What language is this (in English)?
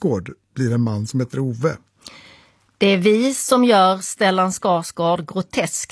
Swedish